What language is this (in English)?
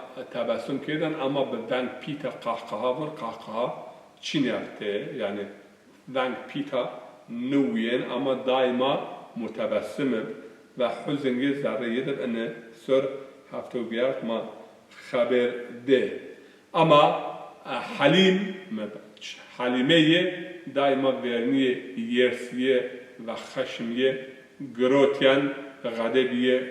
Zaza